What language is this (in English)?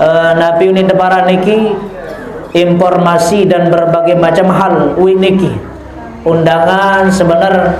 Sasak